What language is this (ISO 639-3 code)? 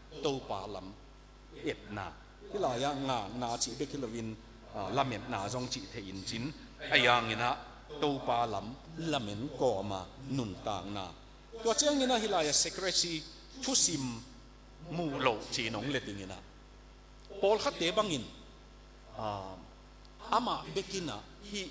ctd